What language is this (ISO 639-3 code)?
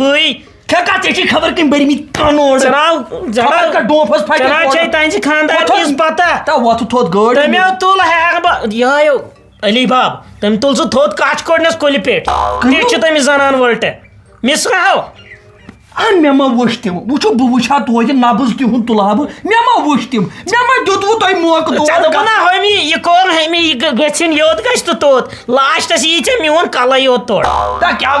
kas